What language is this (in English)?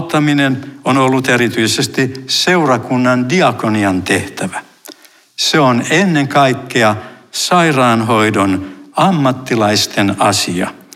Finnish